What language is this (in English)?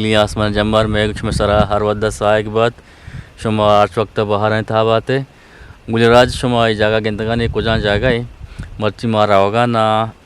Eastern Balochi